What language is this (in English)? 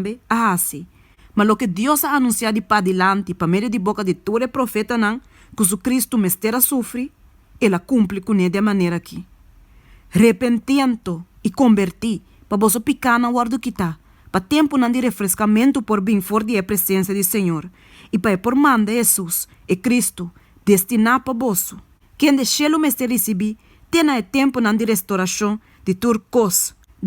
Papiamento